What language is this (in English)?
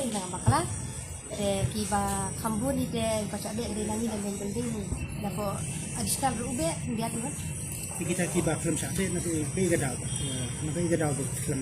Khasi